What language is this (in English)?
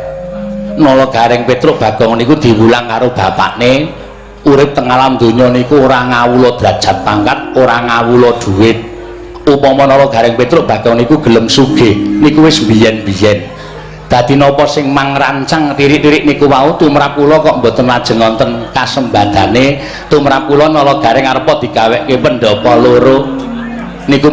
Javanese